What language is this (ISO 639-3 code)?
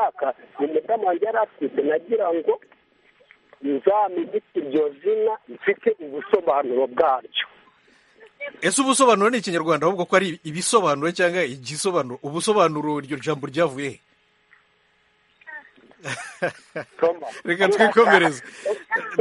kin